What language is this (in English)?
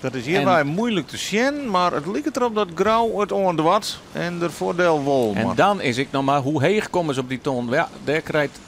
Western Frisian